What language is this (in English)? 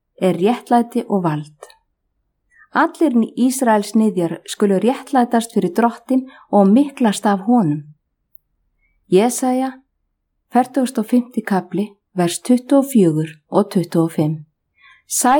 Icelandic